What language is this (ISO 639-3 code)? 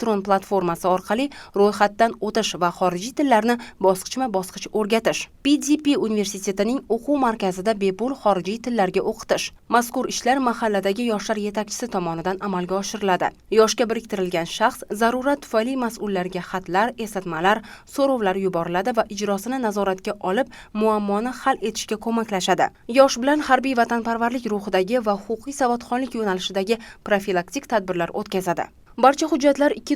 uzb